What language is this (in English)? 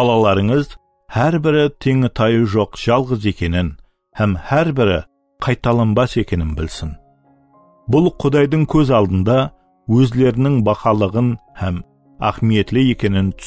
Kara-Kalpak